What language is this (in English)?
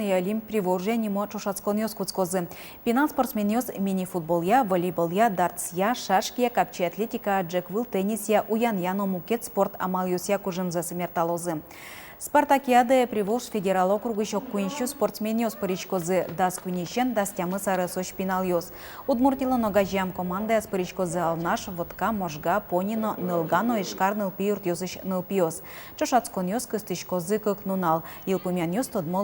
Udmurt